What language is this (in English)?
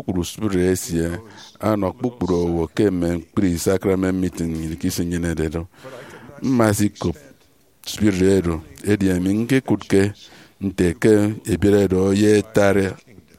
Efik